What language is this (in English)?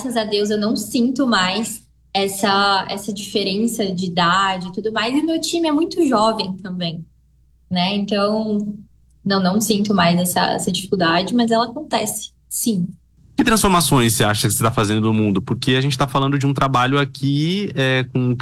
Portuguese